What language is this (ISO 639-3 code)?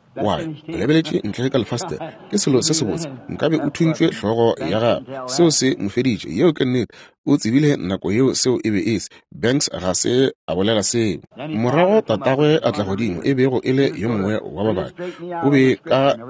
nso